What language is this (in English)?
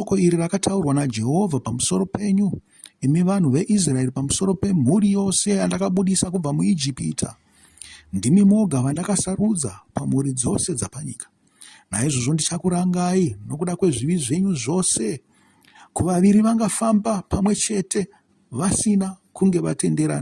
Shona